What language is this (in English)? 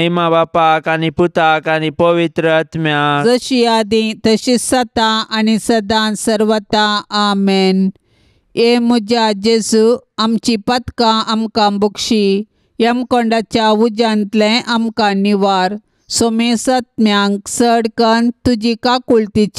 Konkani